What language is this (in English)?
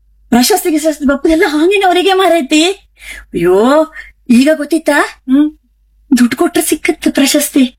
Kannada